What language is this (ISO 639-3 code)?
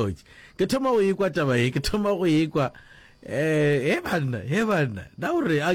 nso